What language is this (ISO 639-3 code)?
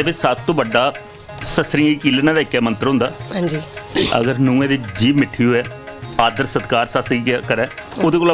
doi